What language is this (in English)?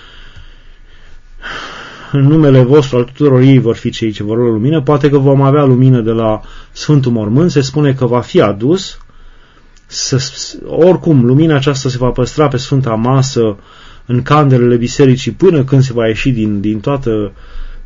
Romanian